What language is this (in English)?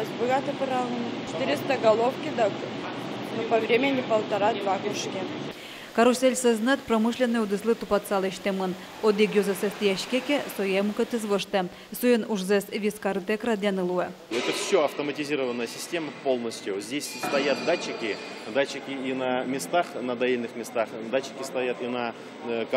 Udmurt